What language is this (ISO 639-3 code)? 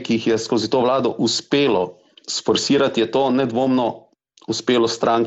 slv